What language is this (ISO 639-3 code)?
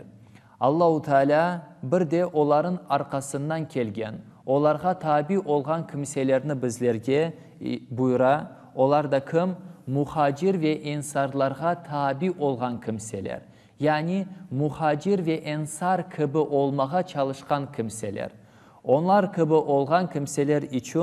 crh